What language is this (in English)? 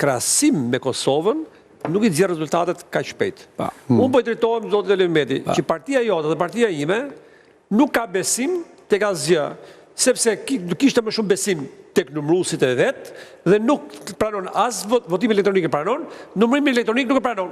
Albanian